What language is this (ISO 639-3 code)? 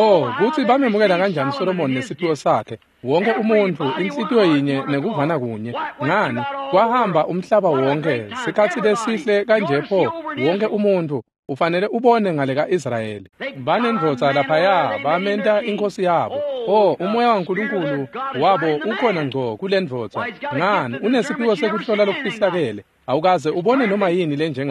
ssw